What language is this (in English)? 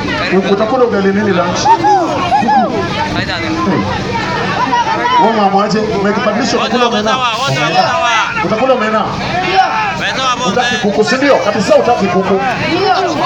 Swahili